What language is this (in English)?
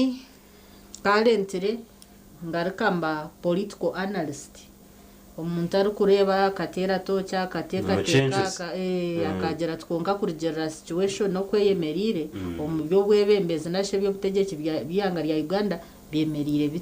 Nyankole